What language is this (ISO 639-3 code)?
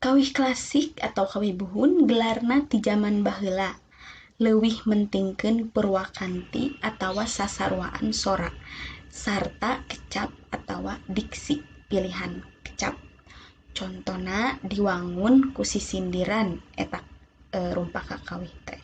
sun